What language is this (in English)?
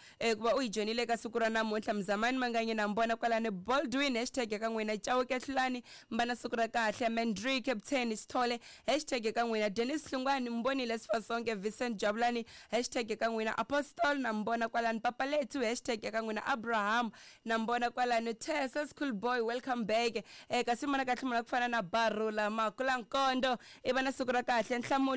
Tsonga